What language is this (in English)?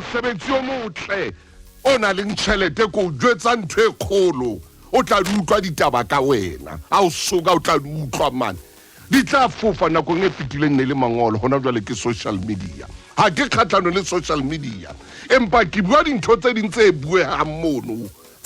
Southern Sotho